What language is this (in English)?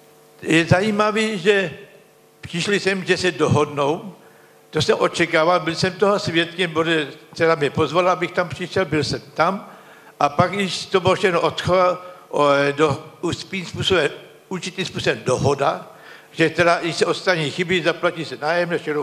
Czech